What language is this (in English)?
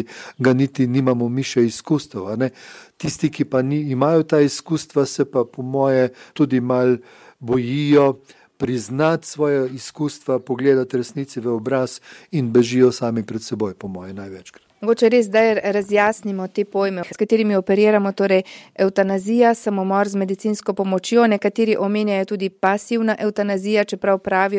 Slovenian